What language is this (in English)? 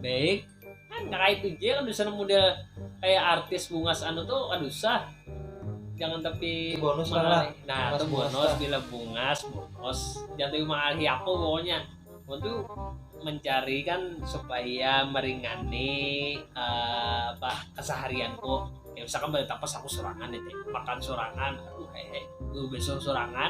Banjar